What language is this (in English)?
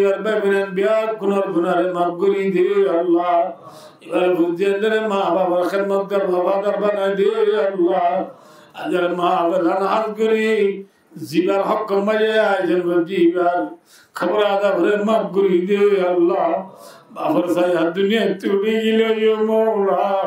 Rohingya